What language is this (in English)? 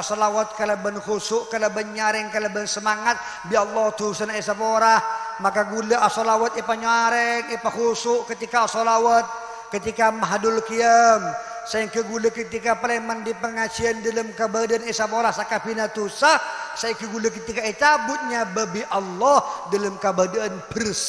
Madurese